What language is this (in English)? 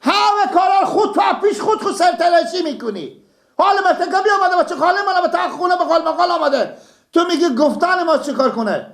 Persian